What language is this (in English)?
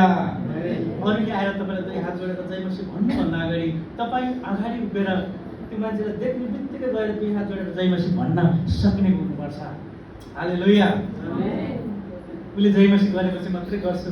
Nepali